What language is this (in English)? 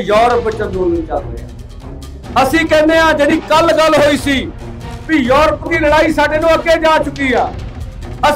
Punjabi